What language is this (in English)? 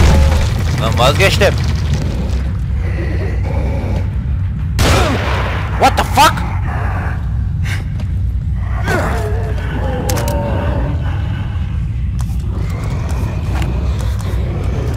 Turkish